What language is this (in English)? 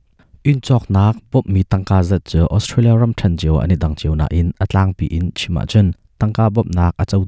Hakha Chin